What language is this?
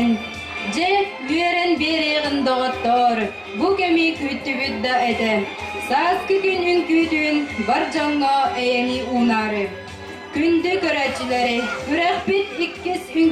Yakut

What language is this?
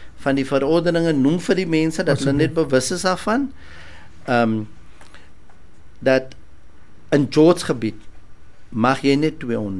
Afrikaans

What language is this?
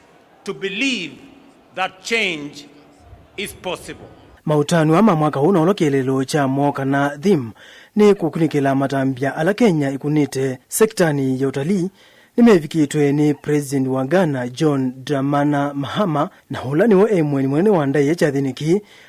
Kamba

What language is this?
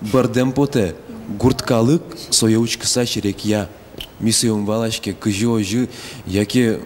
Udmurt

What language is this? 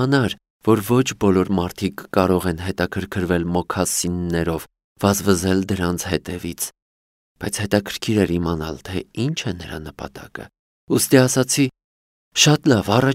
Armenian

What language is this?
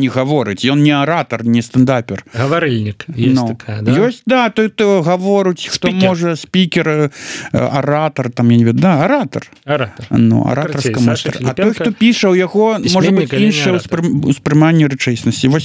Belarusian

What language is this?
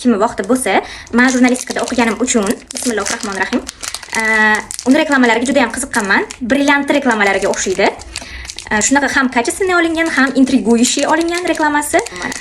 Uzbek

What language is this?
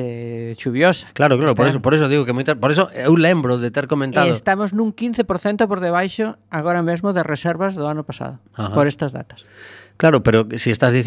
Galician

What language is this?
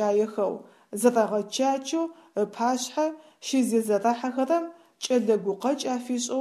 Adyghe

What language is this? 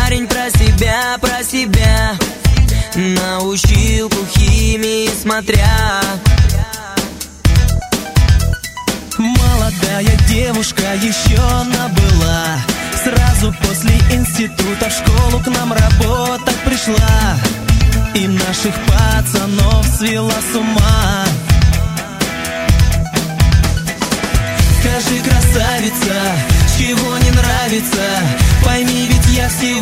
Russian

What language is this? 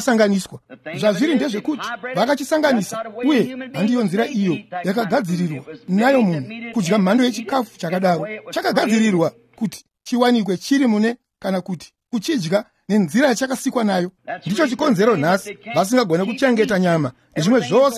Shona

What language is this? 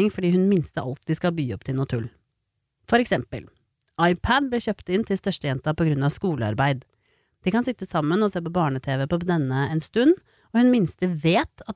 Norwegian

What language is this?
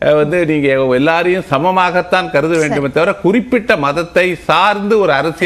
Tamil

